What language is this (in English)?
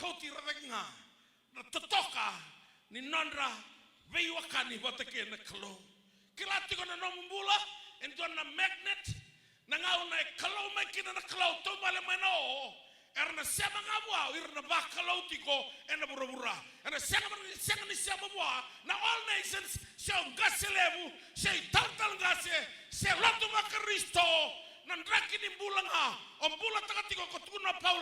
Fijian